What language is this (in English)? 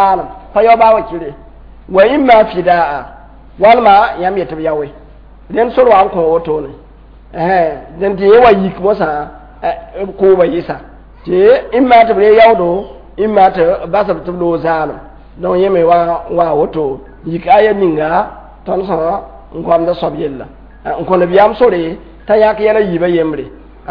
Mossi